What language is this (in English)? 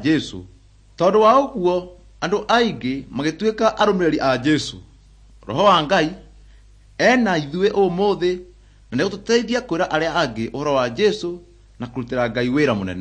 Kikuyu